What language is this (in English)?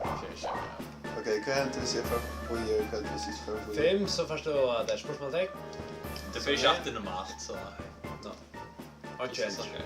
Faroese